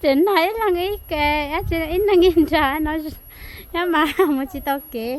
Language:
Hmong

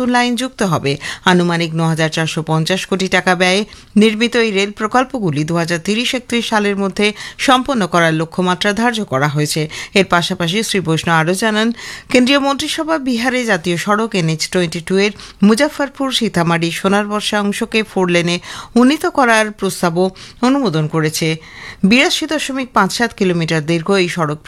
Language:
Bangla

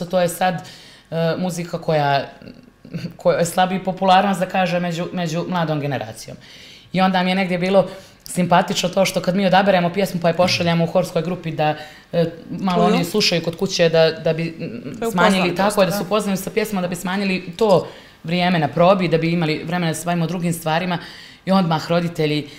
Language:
Bosnian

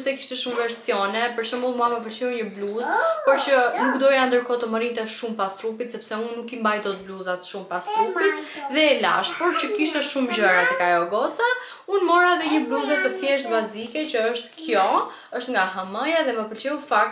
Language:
Albanian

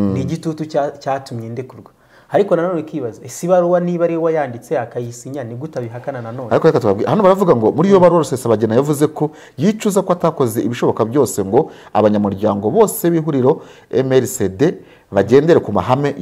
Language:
Kinyarwanda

